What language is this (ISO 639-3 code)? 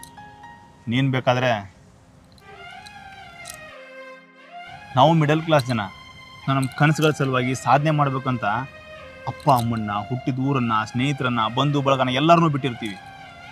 kan